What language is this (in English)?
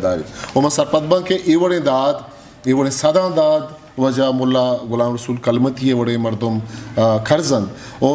Eastern Balochi